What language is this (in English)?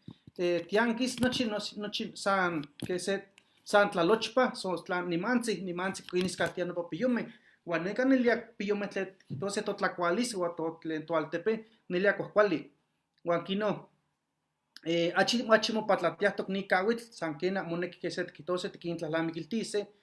Eastern Huasteca Nahuatl